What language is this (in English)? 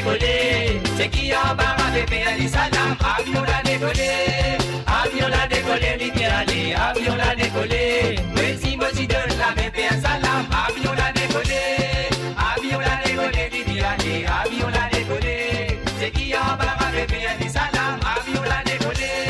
Morisyen